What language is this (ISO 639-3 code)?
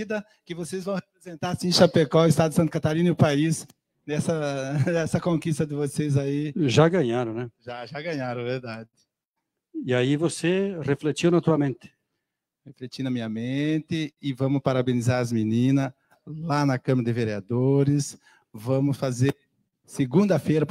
por